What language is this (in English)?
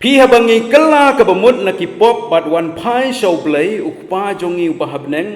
Khasi